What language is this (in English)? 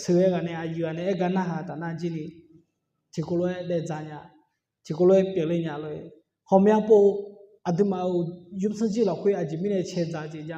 Akha